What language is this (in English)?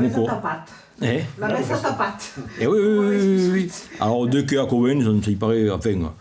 Occitan